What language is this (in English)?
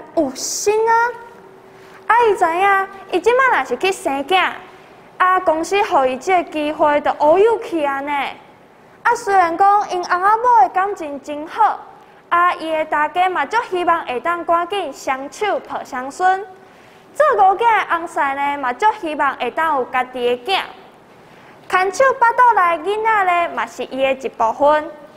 Min Nan Chinese